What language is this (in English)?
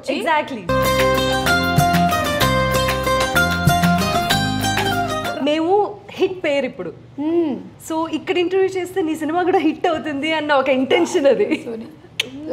Telugu